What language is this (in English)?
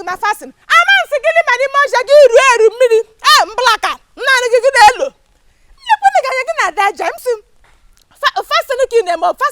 Igbo